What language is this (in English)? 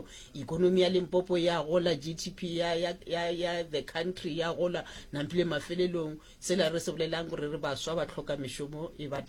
Northern Sotho